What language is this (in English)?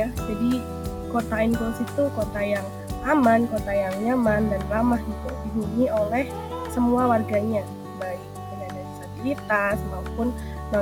Indonesian